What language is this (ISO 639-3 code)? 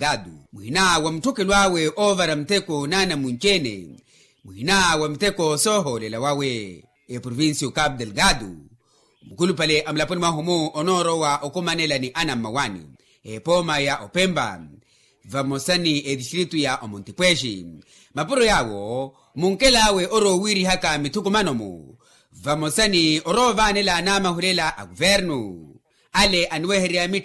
vmw